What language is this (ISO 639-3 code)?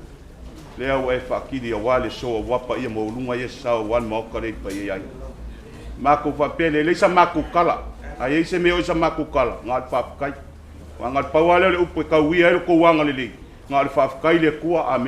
smo